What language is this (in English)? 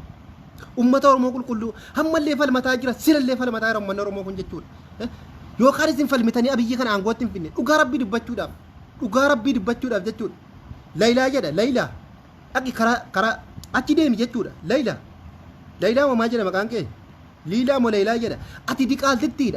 Oromo